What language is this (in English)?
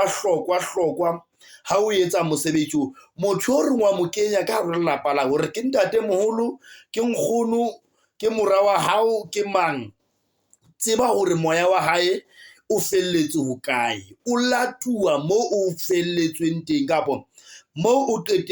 Southern Sotho